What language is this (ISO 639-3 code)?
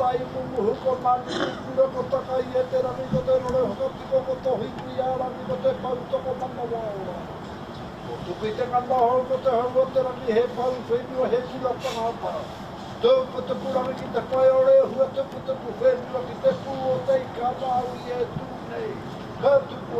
mri